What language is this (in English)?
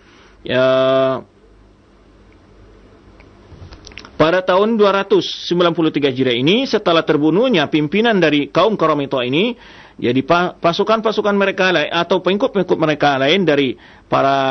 Indonesian